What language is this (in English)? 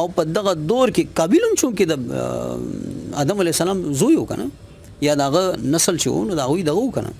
Pashto